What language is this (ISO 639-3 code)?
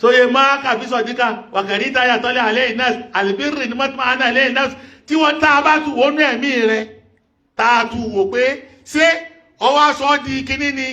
yor